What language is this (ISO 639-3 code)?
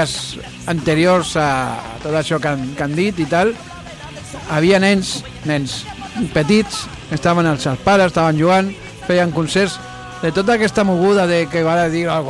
cat